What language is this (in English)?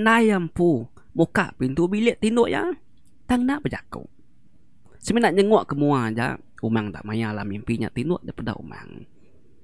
Iban